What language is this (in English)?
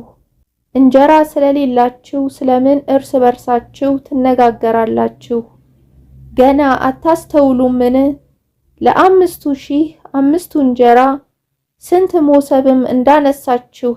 Amharic